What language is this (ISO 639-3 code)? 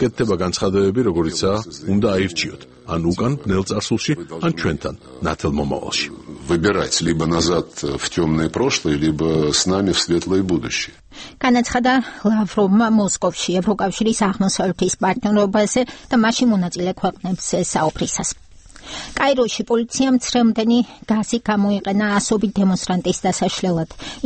kat